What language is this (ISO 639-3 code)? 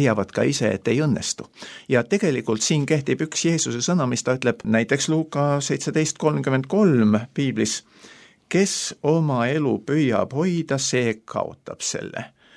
est